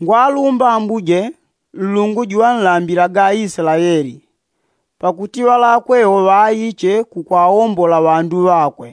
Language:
Yao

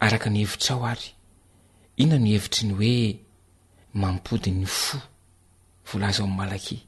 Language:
Malagasy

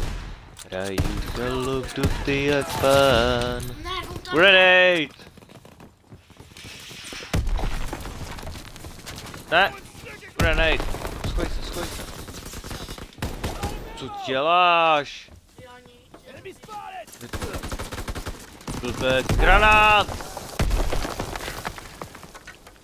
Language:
Czech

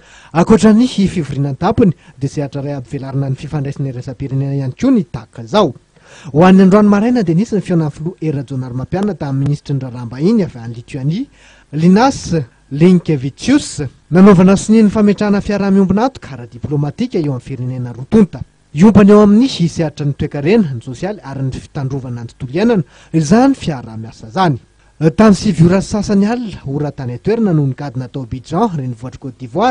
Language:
Malagasy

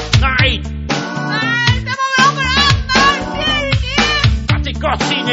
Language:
Faroese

